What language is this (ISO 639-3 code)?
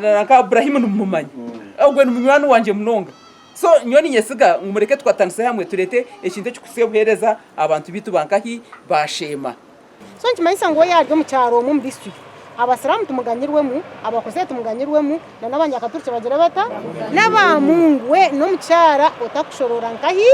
nyn